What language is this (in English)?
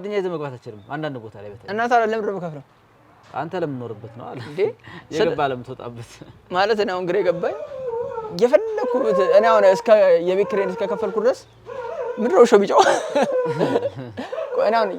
Amharic